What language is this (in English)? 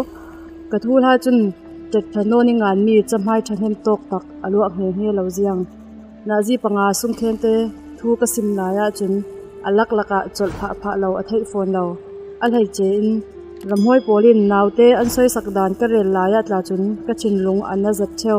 Falam Chin